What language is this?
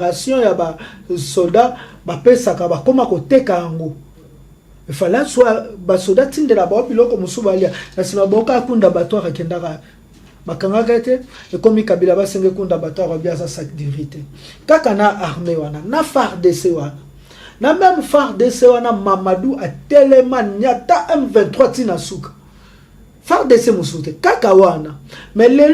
Lingala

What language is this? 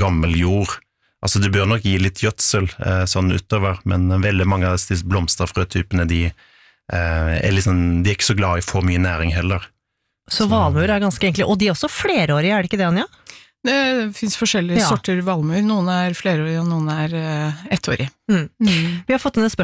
Norwegian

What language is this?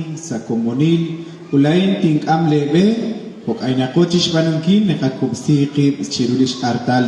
Kekchí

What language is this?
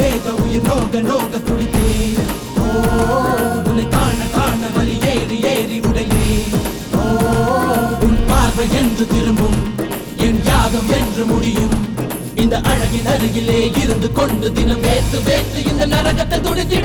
Tamil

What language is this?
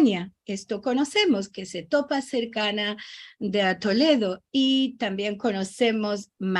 Ladino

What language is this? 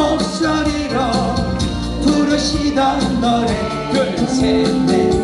Korean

